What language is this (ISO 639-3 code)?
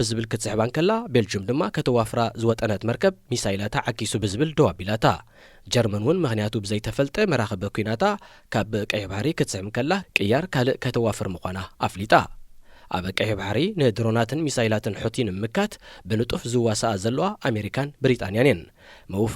tir